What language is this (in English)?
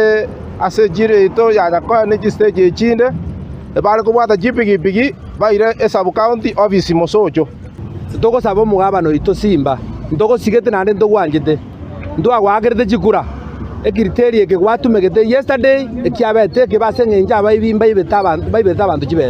Gusii